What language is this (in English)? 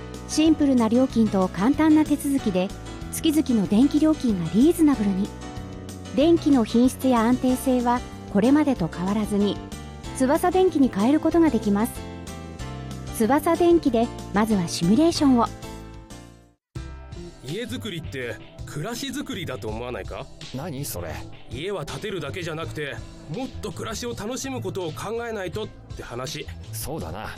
Japanese